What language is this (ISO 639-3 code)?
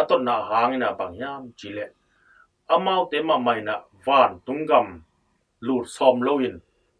ctd